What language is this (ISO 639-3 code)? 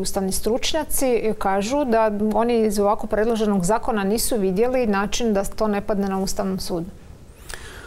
hrv